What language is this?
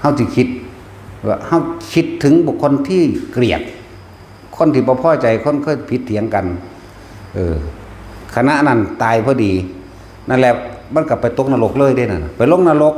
Northeastern Thai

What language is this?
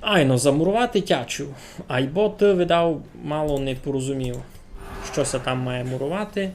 Rusyn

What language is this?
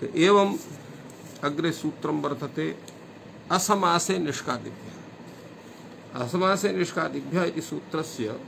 Sanskrit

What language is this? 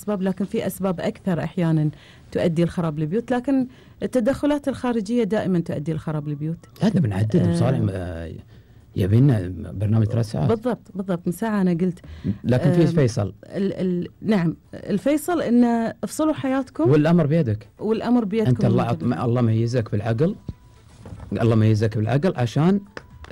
Gulf Arabic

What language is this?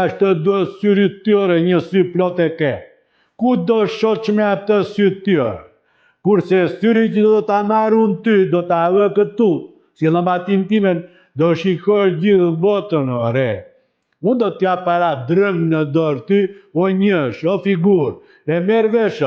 Albanian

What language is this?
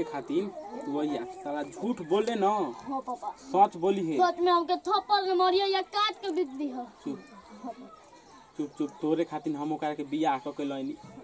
Bhojpuri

